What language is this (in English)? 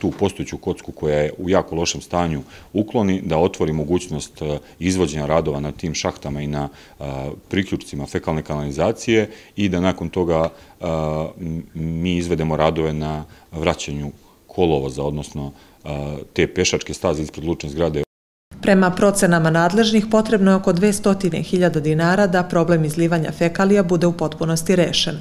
Serbian